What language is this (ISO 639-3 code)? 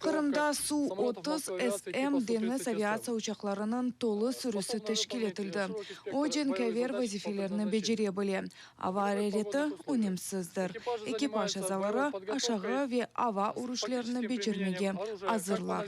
crh